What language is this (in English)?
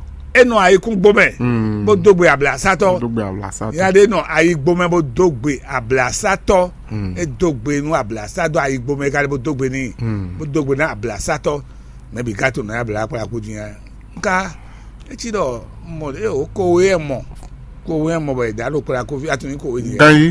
Fon